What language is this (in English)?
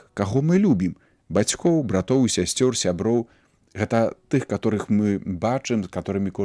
Belarusian